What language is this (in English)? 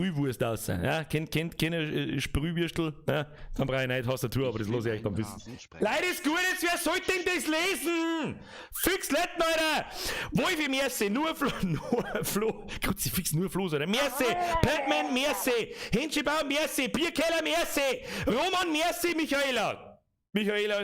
Bavarian